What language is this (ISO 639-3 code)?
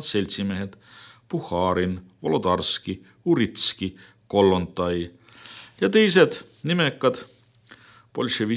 est